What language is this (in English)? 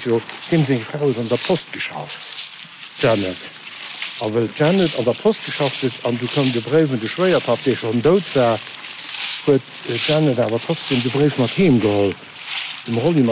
Luxembourgish